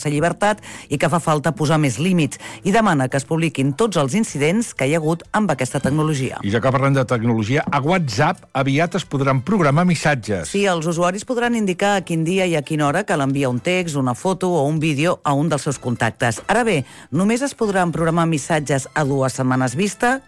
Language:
Catalan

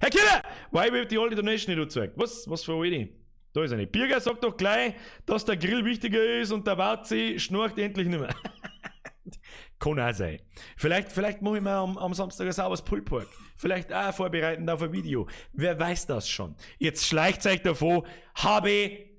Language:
Bavarian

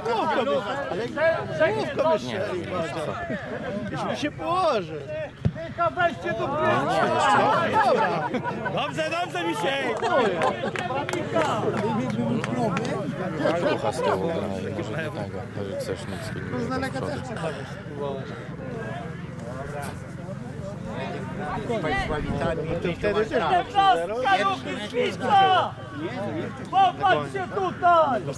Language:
Polish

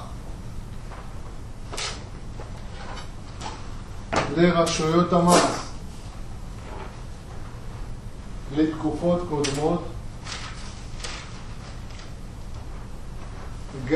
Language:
Hebrew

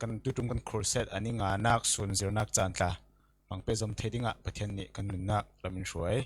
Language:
Falam Chin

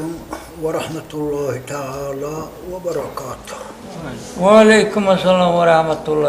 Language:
Dargwa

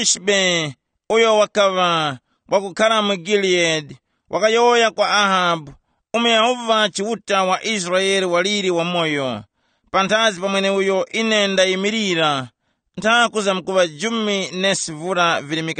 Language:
Tumbuka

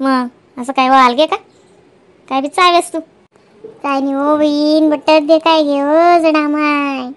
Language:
Khandesi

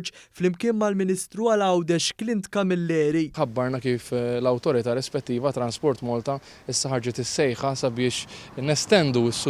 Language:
Maltese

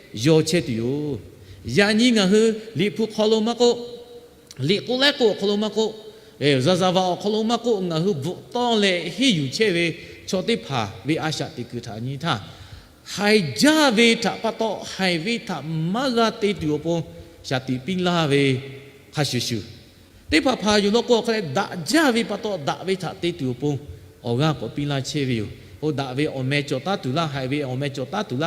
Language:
Lahu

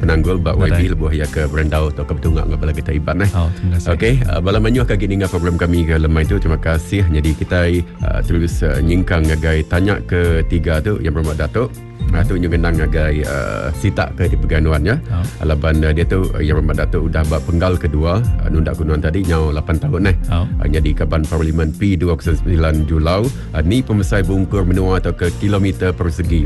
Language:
Iban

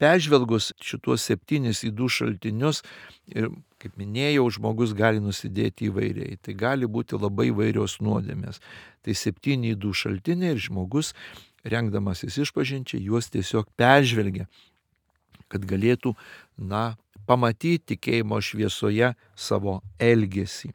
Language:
Lithuanian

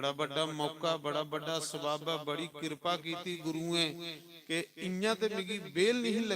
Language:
Dogri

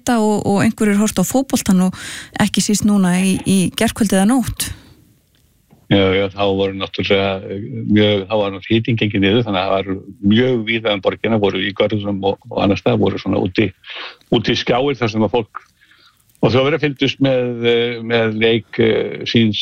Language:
Icelandic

